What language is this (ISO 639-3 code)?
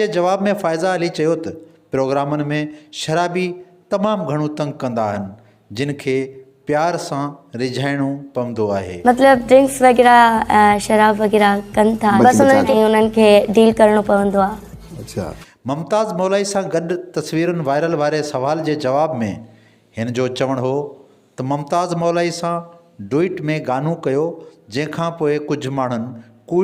snd